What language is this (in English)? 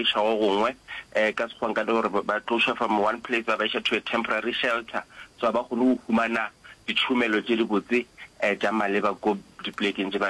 Northern Sotho